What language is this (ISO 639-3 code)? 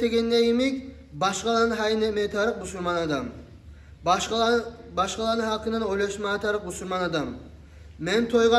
kum